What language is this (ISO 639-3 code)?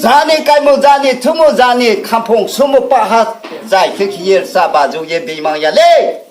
ria